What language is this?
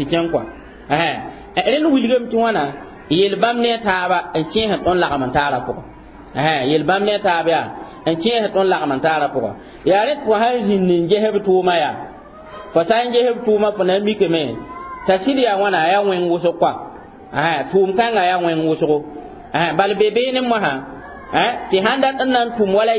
Mossi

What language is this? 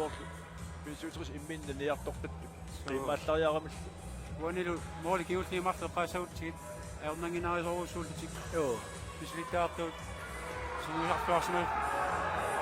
Kalaallisut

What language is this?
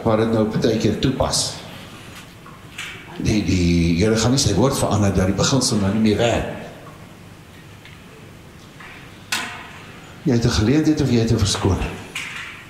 Afrikaans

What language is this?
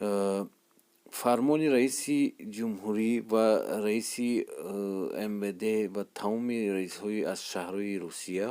Tajik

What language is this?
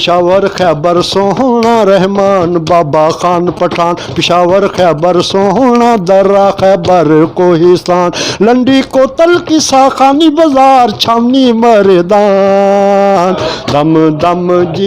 Saraiki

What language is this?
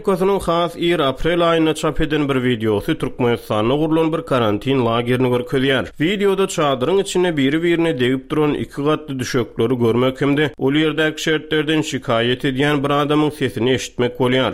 Turkmen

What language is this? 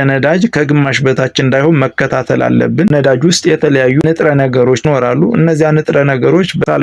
Amharic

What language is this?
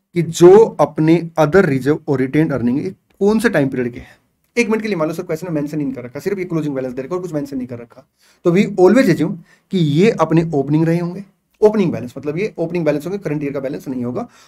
Hindi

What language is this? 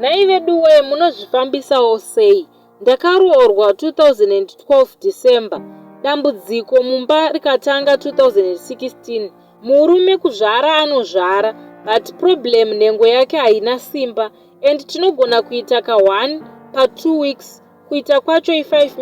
Shona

